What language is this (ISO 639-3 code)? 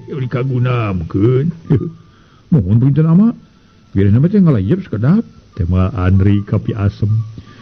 sun